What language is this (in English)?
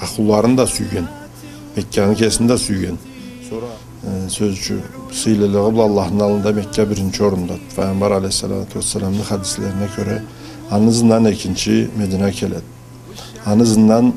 Karachay-Balkar